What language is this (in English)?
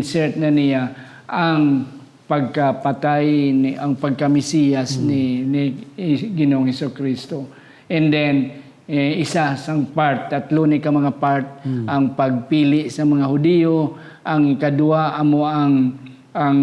Hiligaynon